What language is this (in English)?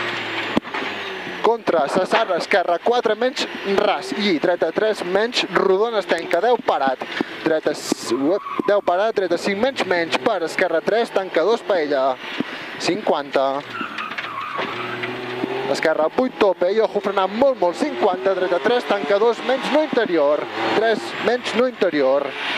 Catalan